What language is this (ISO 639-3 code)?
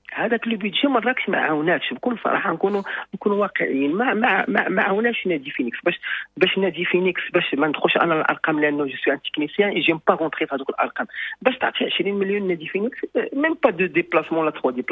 ary